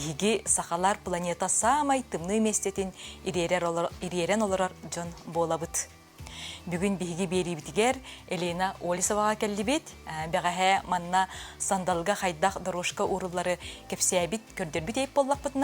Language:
Yakut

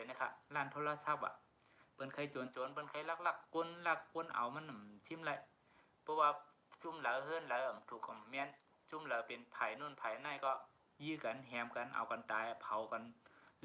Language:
Shan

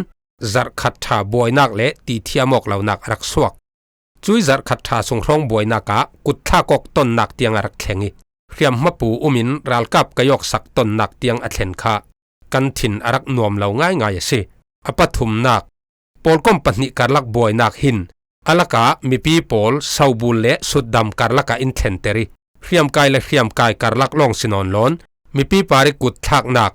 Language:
Falam Chin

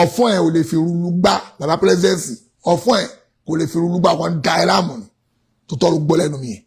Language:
Yoruba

